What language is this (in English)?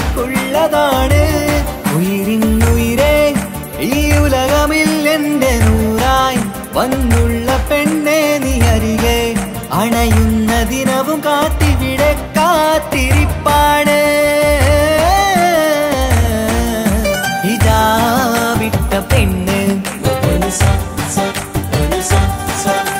Malayalam